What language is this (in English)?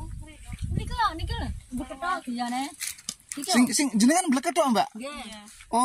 Javanese